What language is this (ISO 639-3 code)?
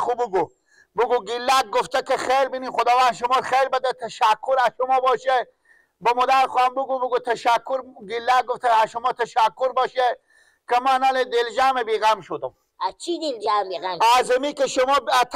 fas